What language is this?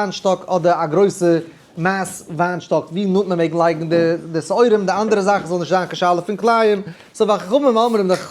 Yiddish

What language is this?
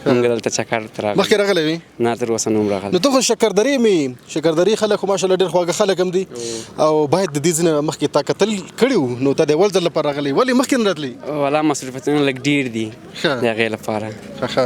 Pashto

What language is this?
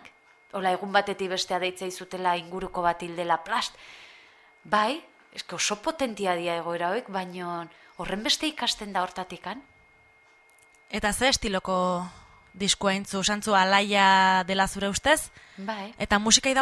Basque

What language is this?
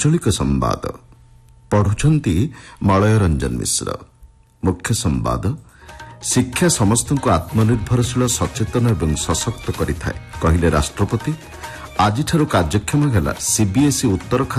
Odia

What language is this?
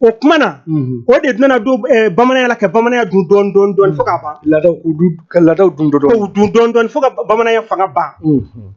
Bambara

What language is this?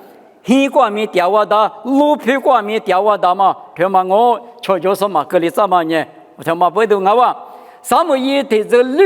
Lisu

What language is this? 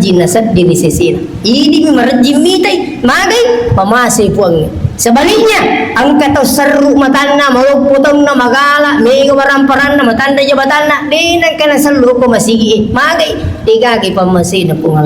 Buginese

